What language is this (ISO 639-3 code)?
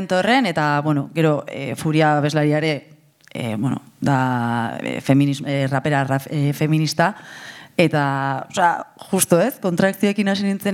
eus